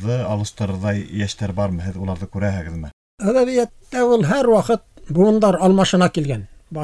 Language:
Bashkir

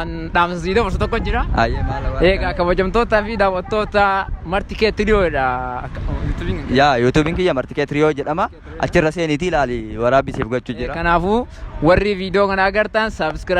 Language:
Oromo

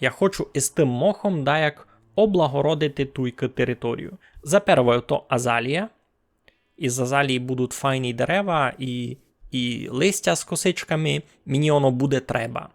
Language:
Rusyn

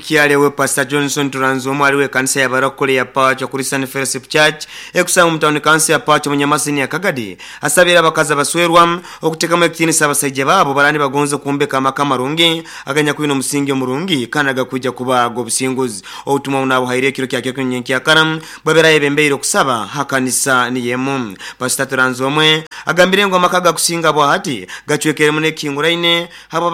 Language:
Nyoro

